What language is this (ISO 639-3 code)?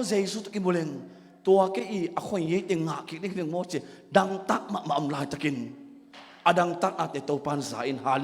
ctd